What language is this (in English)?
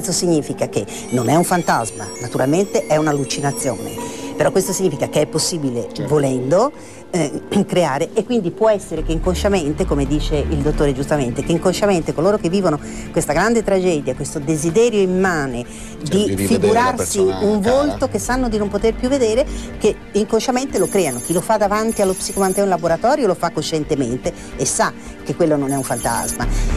Italian